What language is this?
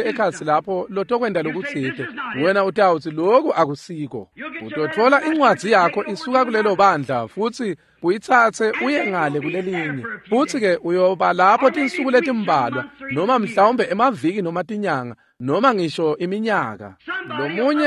Swati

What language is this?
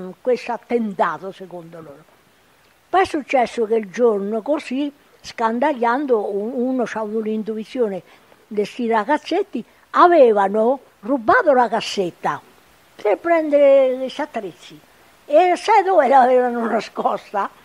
Italian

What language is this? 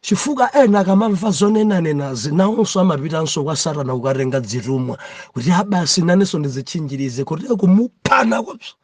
Nyanja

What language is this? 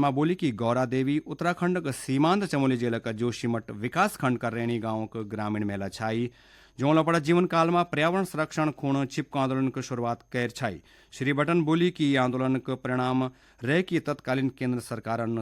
Garhwali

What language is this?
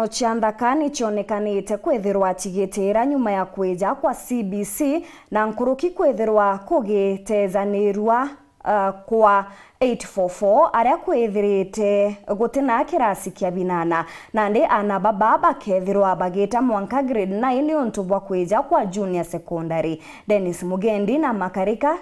Meru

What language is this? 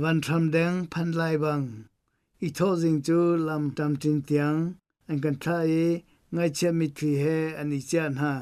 Hakha Chin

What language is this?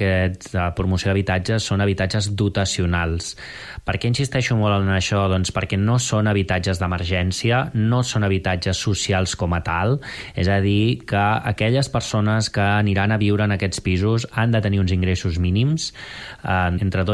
Catalan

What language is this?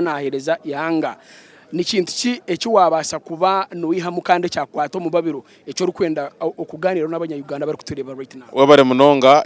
Nyankole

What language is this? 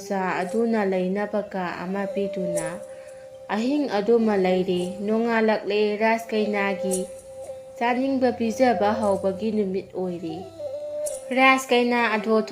Manipuri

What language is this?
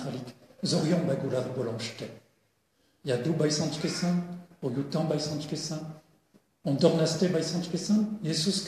Breton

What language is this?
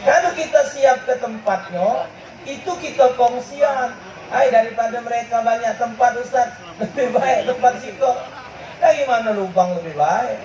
Musi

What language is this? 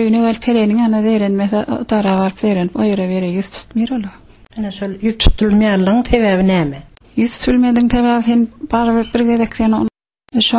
Turkmen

